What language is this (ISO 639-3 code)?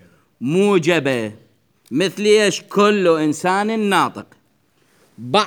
acm